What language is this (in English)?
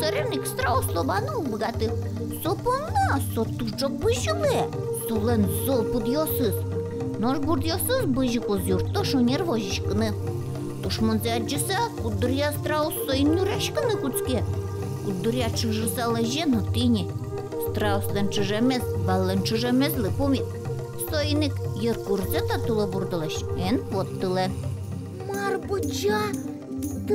Udmurt